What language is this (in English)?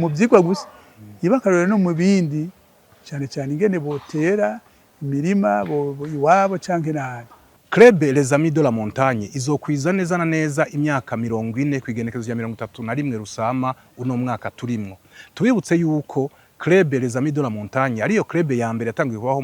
Rundi